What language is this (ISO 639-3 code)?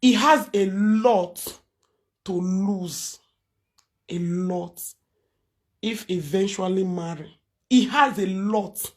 pcm